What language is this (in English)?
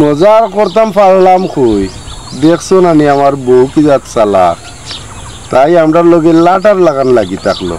Sylheti